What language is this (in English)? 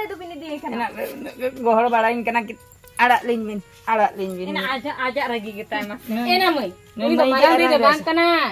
Santali